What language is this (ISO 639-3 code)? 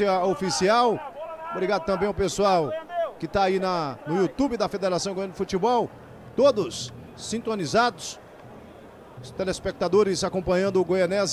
por